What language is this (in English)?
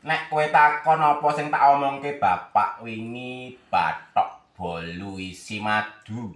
Javanese